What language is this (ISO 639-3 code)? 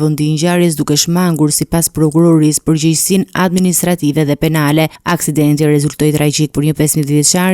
sqi